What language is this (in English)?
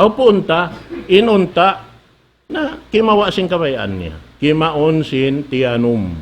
Tausug